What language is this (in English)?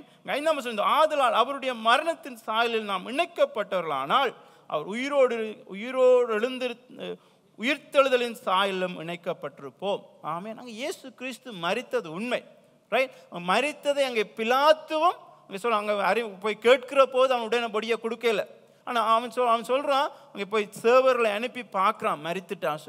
Tamil